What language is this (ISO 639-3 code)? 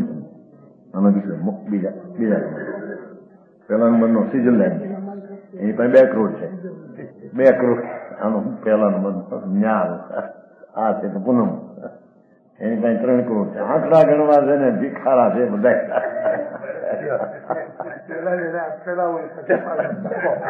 guj